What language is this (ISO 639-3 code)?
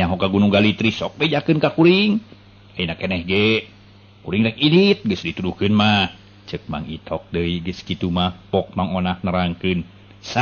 sun